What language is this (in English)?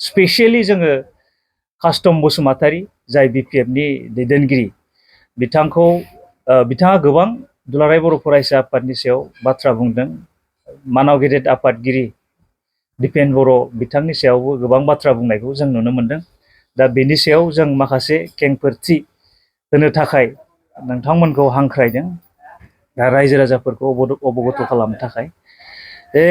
Bodo